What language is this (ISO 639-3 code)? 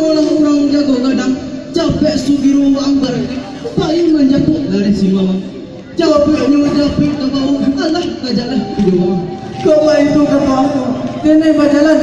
min